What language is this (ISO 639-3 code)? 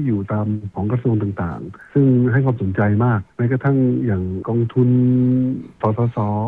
tha